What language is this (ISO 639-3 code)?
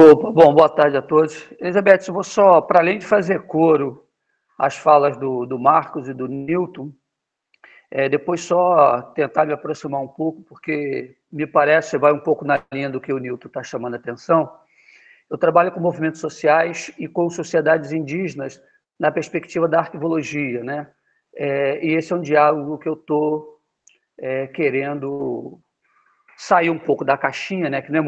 por